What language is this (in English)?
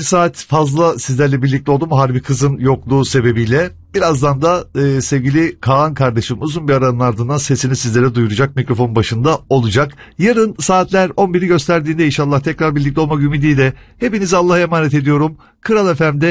Turkish